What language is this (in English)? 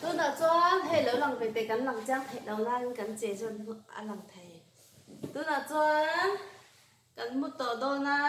Mizo